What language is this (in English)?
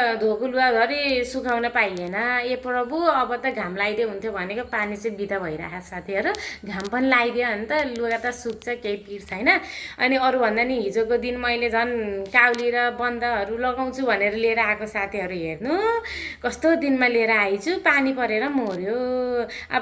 Nepali